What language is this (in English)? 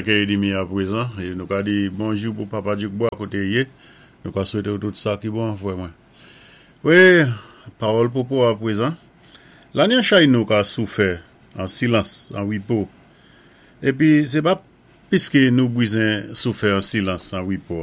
Saint Lucian Creole French